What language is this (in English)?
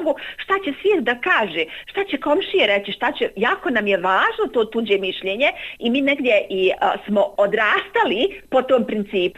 Bosnian